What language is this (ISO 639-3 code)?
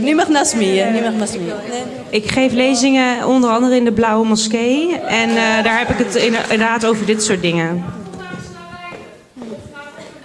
nld